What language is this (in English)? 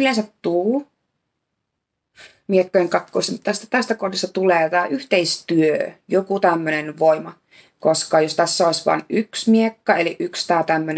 Finnish